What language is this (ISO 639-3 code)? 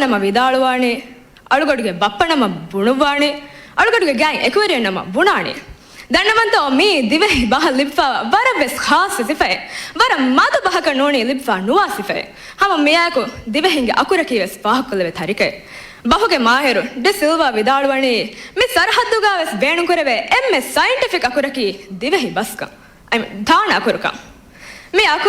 div